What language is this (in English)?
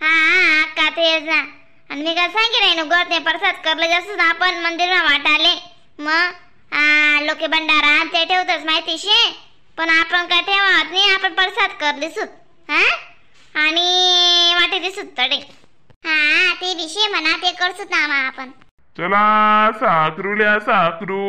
Khandesi